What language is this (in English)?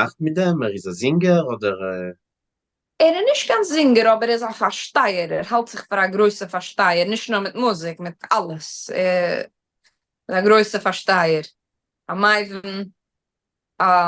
Yiddish